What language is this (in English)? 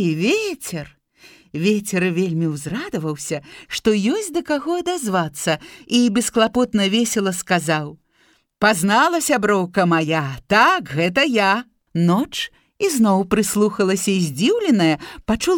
Belarusian